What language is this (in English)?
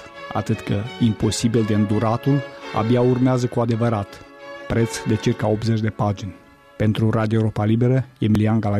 Romanian